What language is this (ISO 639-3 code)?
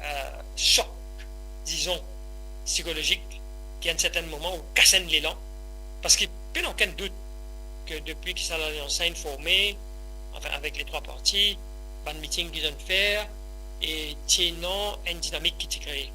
mfe